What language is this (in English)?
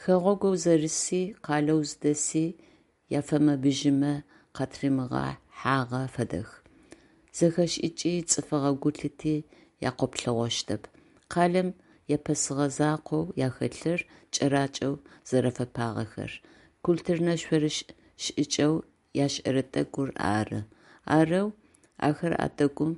Adyghe